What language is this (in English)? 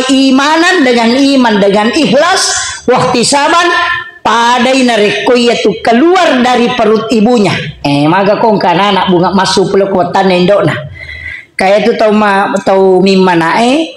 Buginese